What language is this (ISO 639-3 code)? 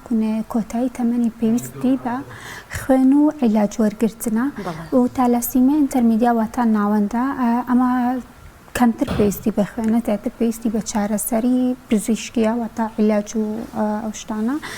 ckb